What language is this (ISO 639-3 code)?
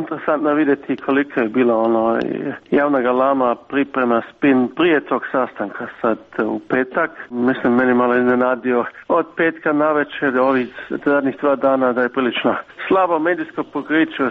srp